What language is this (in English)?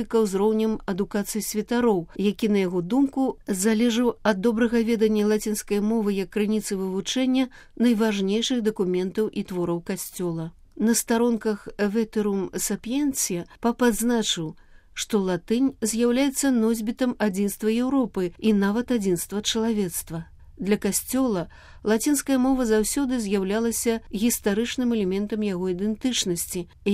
Belarusian